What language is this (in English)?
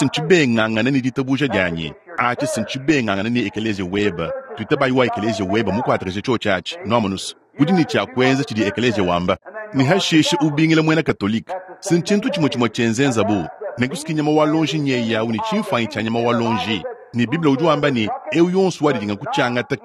Luba-Lulua